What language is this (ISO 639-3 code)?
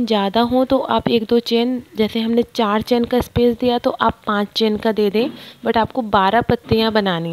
hin